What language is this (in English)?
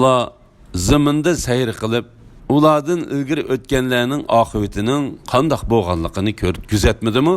Uyghur